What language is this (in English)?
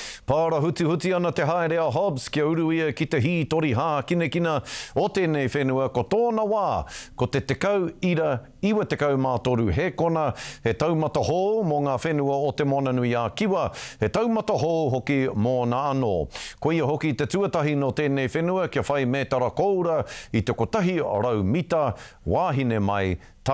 Māori